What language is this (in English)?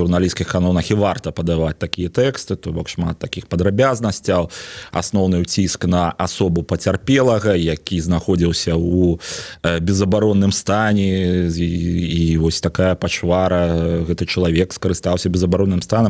Belarusian